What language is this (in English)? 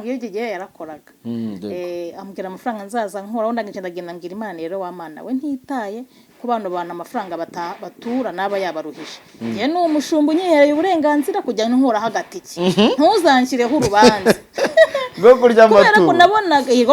Kinyarwanda